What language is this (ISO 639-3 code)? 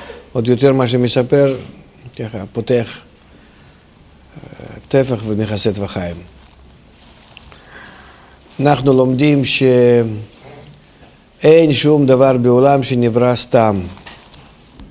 heb